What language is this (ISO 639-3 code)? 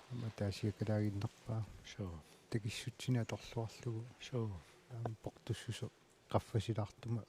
kal